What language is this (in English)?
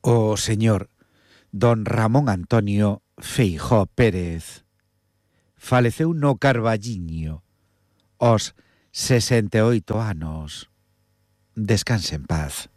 Galician